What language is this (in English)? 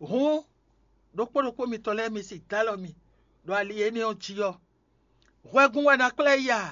Fon